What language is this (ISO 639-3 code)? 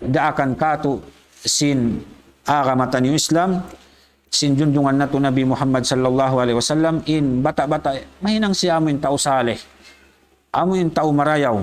tsg